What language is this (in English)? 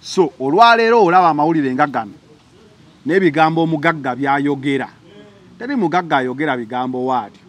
Ganda